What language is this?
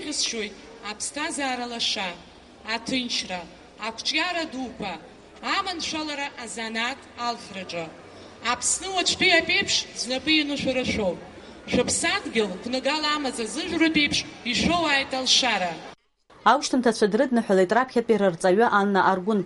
Abkhazian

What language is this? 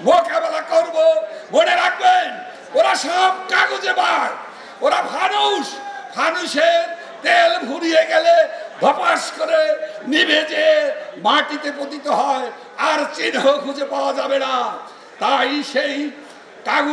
Bangla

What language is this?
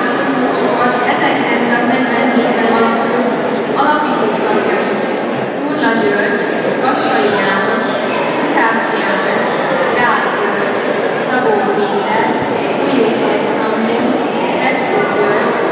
Hungarian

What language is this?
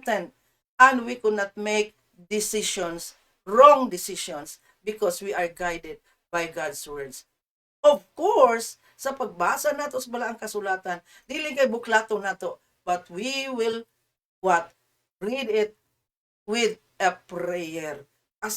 Cebuano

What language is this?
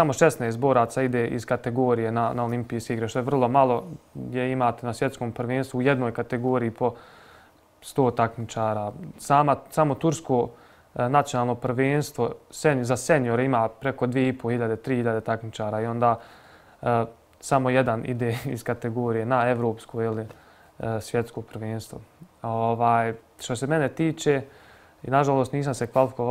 Bosnian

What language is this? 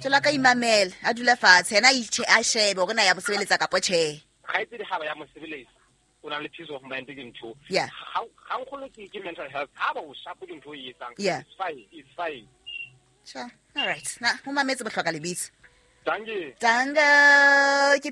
Southern Sotho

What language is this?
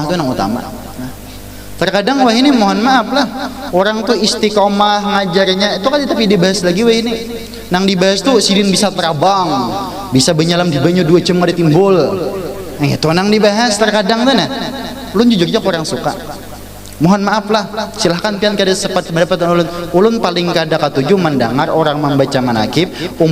Banjar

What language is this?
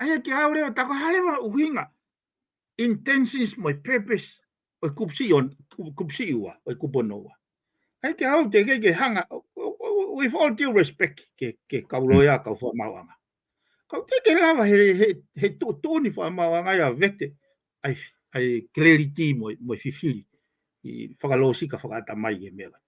Tongan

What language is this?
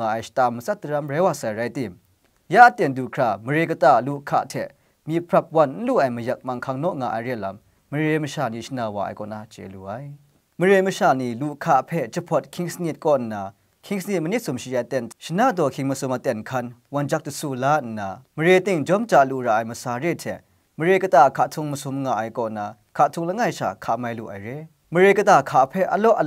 Kachin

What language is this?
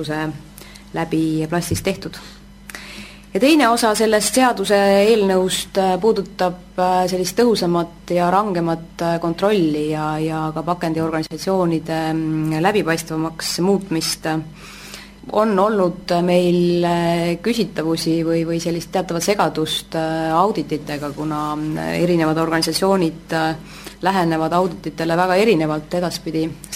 Estonian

